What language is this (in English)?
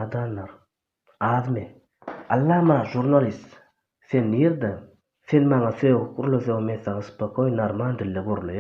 Turkmen